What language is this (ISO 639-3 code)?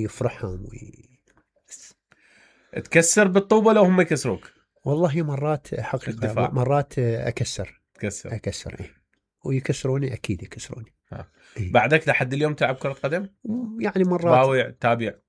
acm